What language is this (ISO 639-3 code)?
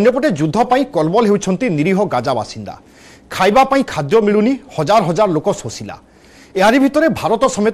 ori